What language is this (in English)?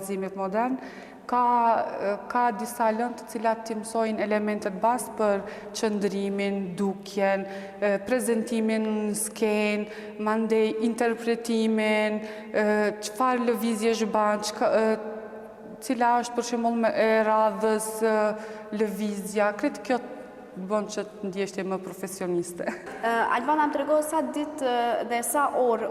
Albanian